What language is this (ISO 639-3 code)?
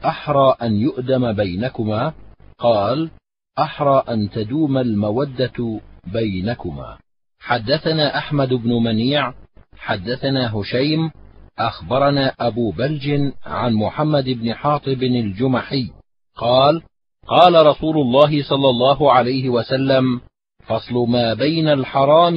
ara